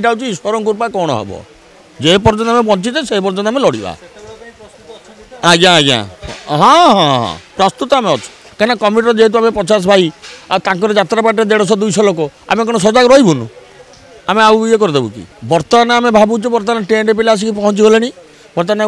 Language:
Odia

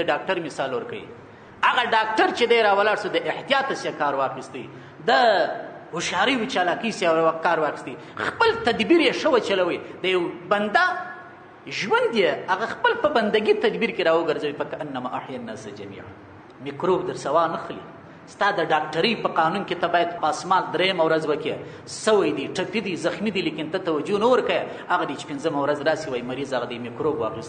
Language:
Pashto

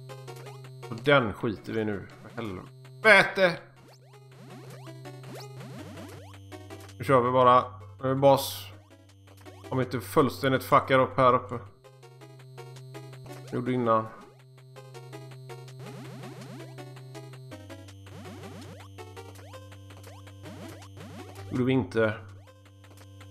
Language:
Swedish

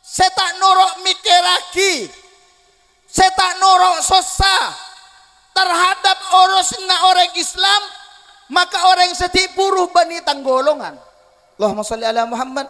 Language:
Madurese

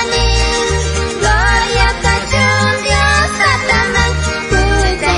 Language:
South Bolivian Quechua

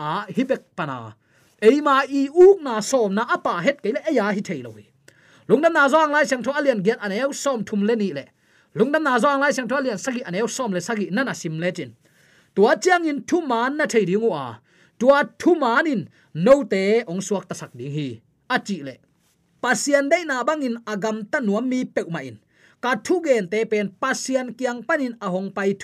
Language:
Tedim Chin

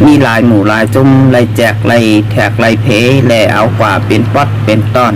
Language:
Shan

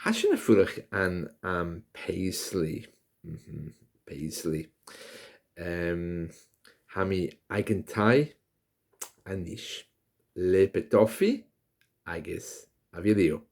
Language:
Scottish Gaelic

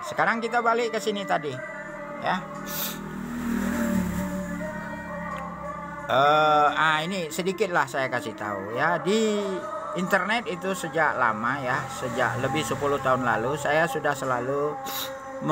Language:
Indonesian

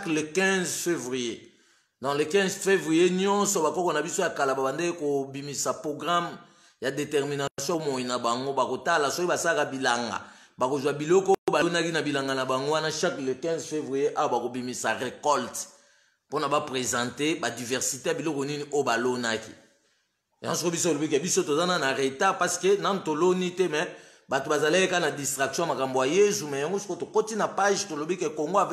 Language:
Lingala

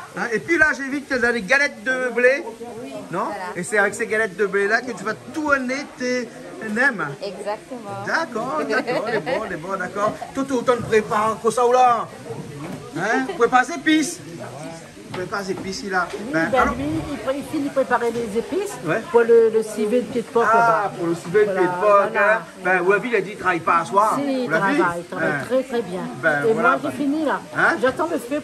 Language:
Réunion Creole French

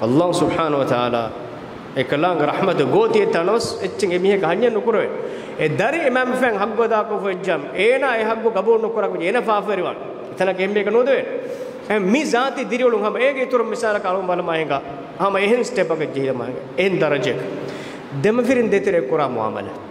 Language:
Divehi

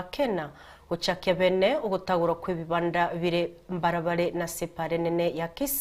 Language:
Gusii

